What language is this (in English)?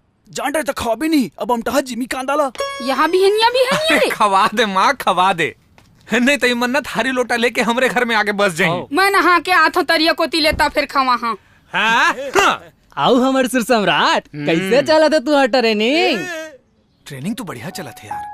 Chhattisgarhi